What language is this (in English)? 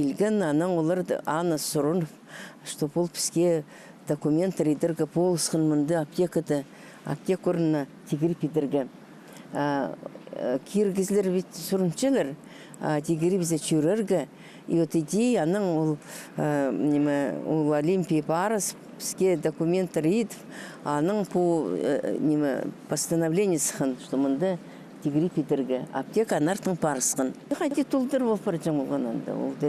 Khakas